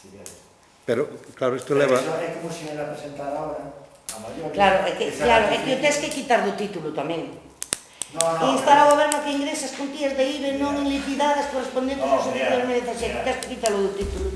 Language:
Galician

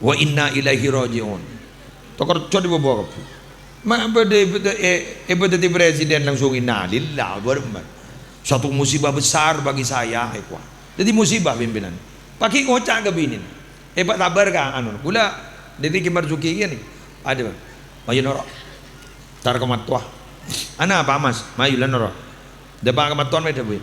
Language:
Madurese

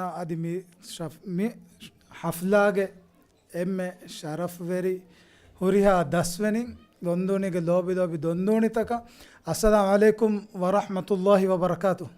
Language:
Divehi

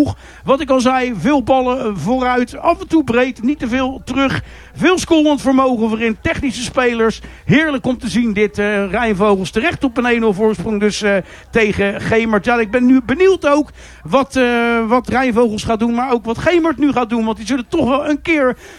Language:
Dutch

